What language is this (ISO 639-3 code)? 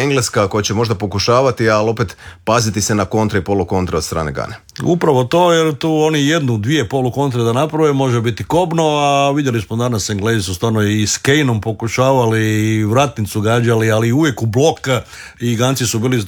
hrv